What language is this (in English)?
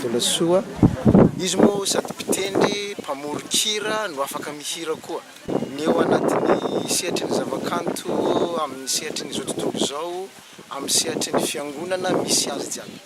Malagasy